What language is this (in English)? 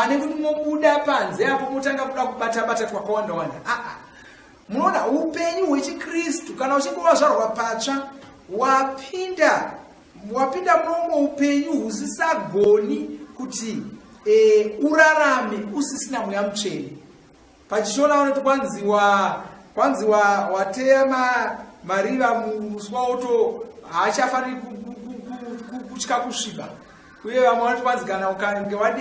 Shona